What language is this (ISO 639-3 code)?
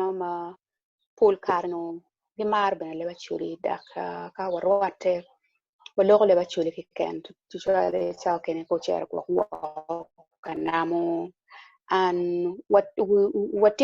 ach